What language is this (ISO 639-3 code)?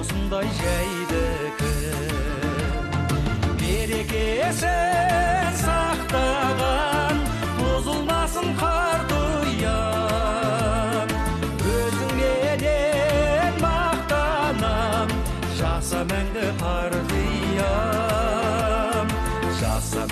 kaz